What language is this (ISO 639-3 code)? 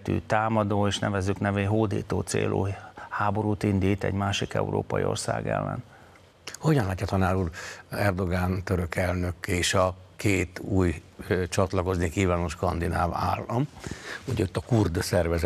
hun